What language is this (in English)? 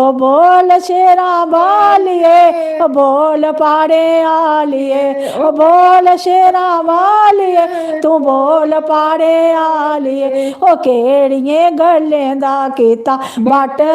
Dogri